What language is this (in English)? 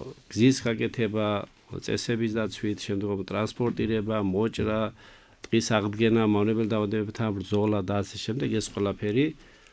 Georgian